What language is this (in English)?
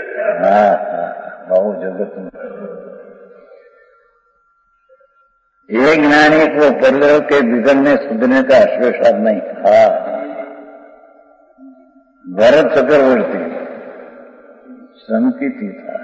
Hindi